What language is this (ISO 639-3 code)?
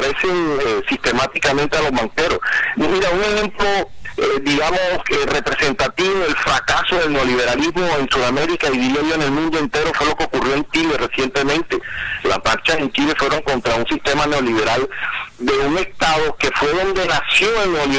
spa